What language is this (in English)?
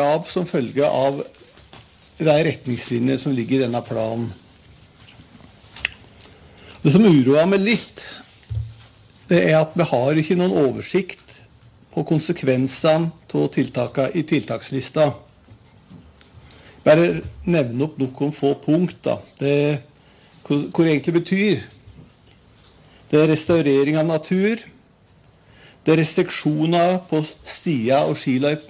Norwegian